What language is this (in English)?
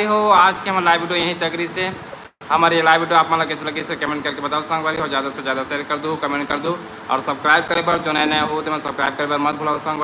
Chhattisgarhi